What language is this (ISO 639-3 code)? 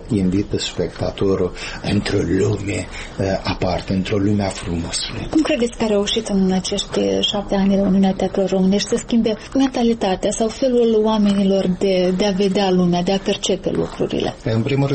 ron